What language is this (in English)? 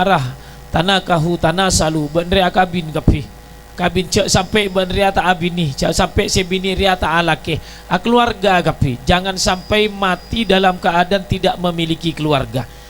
Madurese